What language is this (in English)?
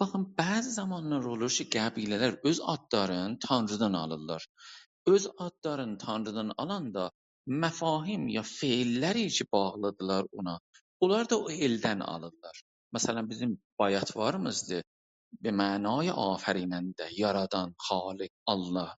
South Azerbaijani